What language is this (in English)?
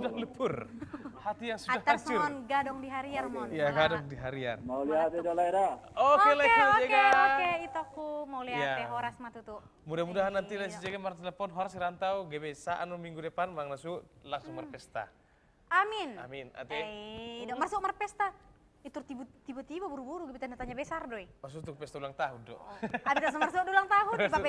Batak Toba